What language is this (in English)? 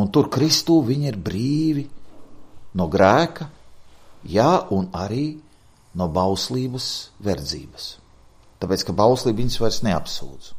Latvian